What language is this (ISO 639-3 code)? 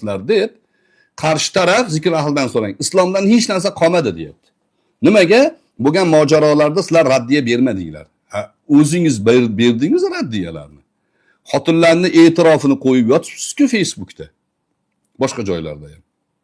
uzb